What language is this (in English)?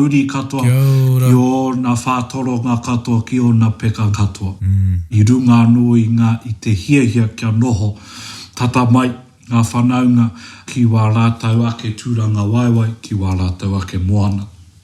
Māori